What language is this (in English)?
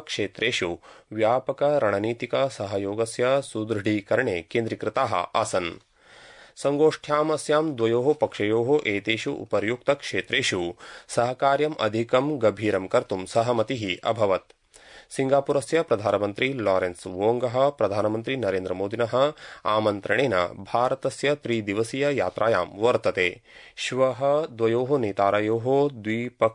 Sanskrit